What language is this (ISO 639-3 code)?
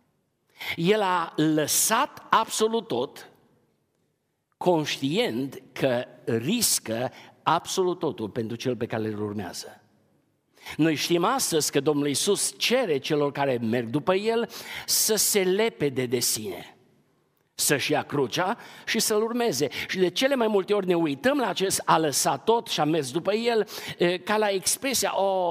ron